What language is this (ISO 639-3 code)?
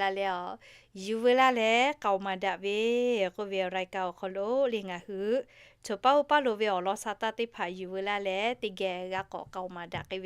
lhu